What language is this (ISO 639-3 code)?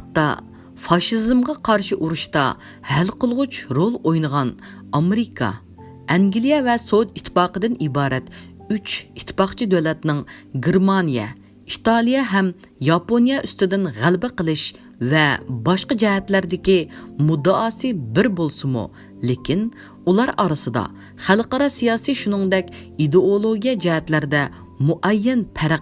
uig